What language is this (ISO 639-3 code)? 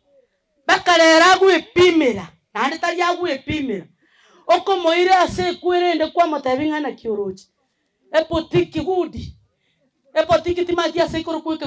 guz